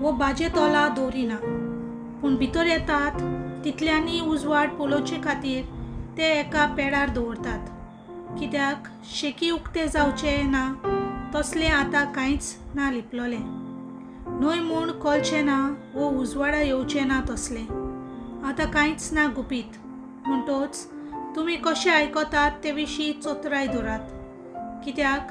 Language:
Konkani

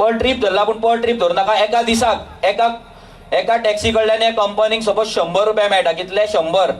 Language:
Konkani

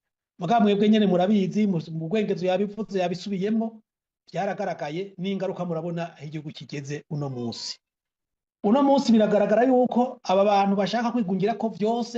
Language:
Rundi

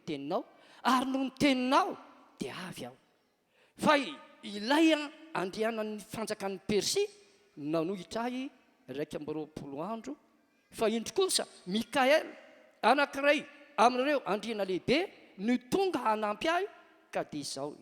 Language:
Malagasy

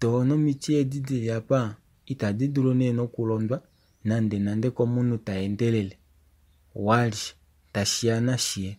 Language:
Kuanyama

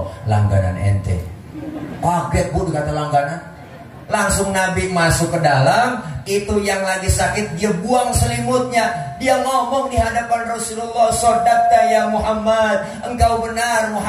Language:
Betawi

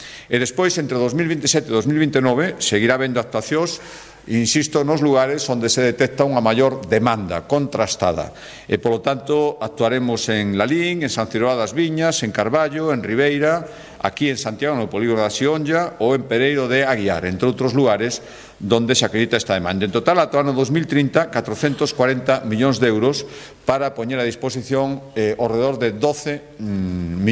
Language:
Galician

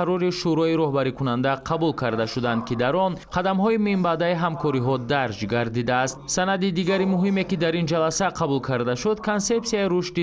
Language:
Tajik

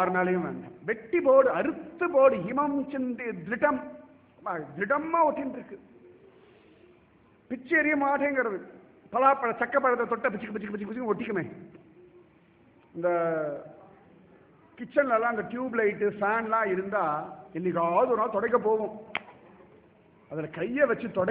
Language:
Tamil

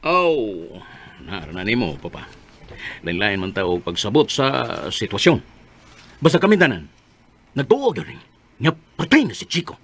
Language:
Cebuano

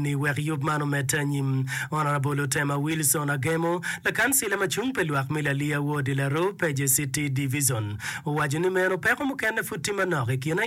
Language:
Acoli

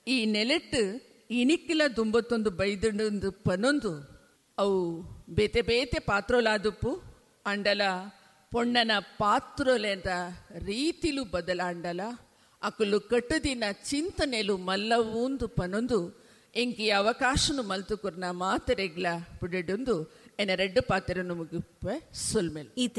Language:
Tulu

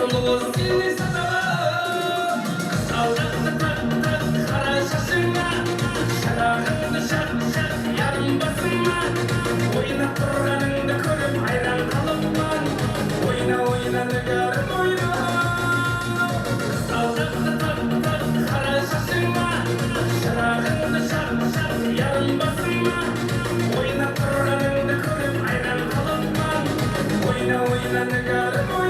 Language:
Kara-Kalpak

